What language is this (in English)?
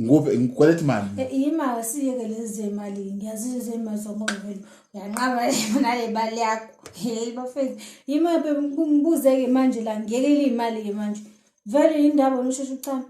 Zulu